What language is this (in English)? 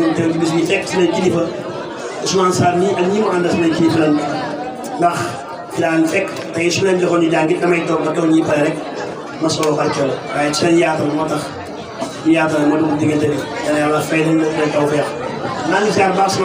Wolof